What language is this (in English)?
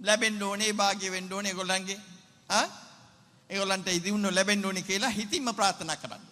Sinhala